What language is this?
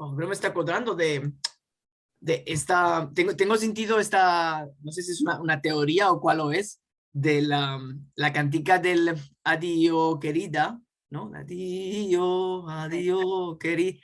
Ladino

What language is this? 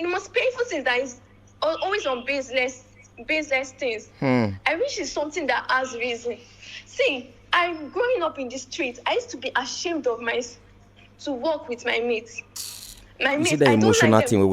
Nigerian Pidgin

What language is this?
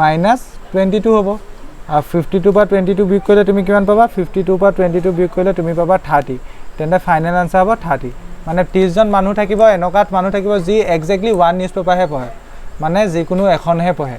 Assamese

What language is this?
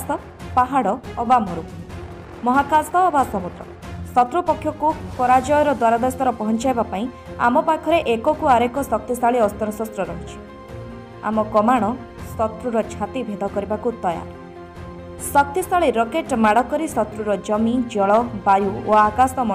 Odia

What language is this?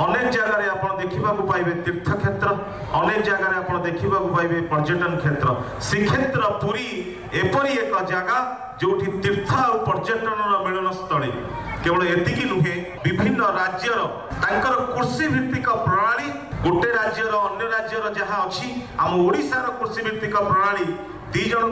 Odia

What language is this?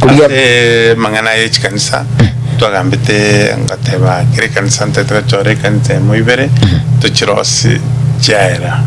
Gusii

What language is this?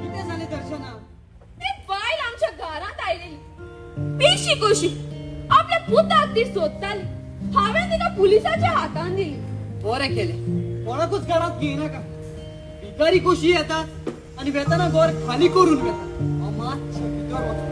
Konkani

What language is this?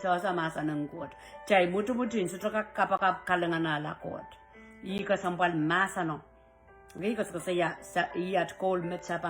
Pohnpeian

